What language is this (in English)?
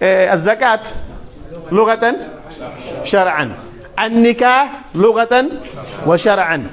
Pular